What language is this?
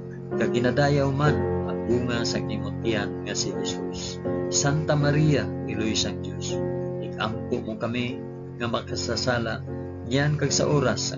Hiligaynon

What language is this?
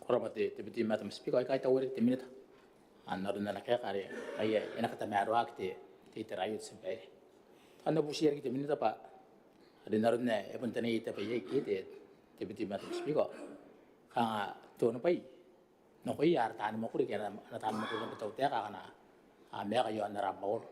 Gilbertese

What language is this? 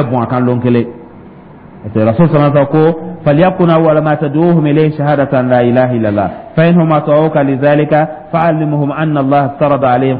Dyula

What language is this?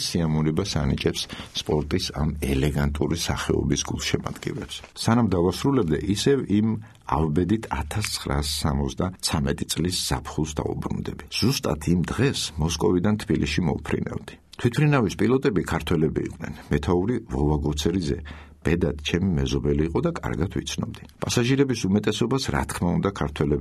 Georgian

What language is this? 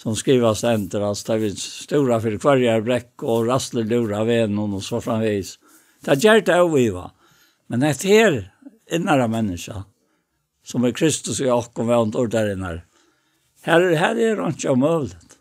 Faroese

